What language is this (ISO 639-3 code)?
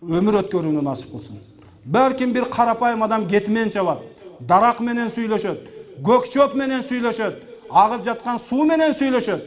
kir